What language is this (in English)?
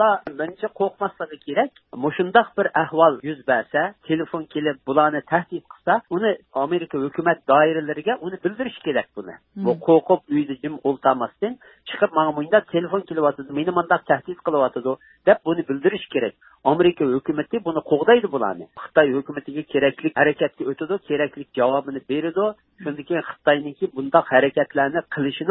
Uyghur